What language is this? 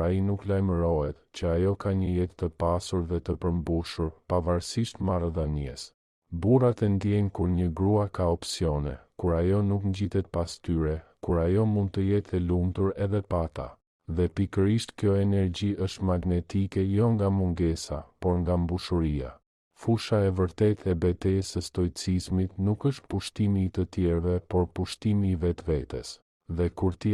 Albanian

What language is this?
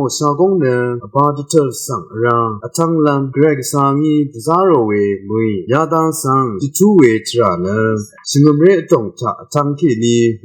Rawang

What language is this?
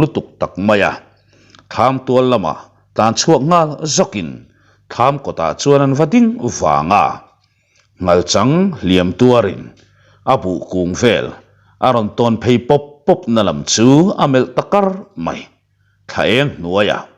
Mizo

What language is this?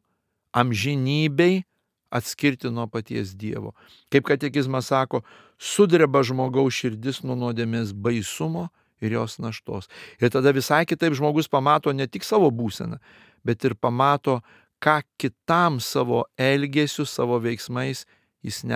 Lithuanian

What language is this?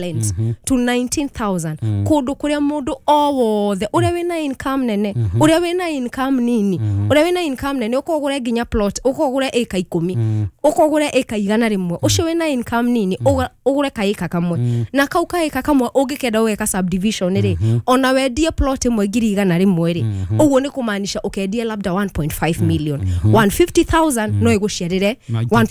Kikuyu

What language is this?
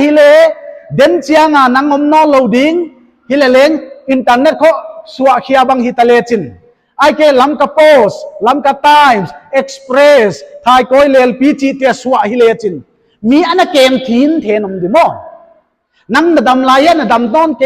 Paite Chin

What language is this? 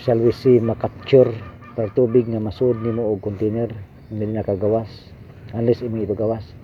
Cebuano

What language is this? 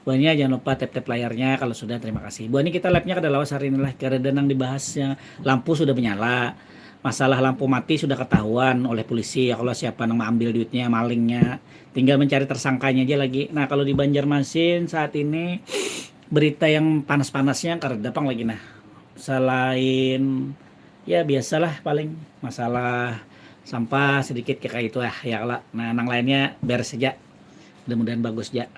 Banjar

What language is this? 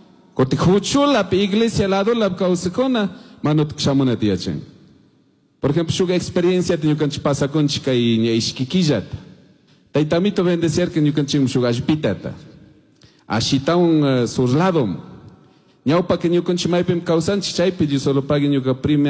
Chimborazo Highland Quichua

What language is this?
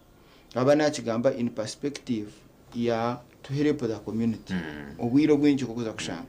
Nyankole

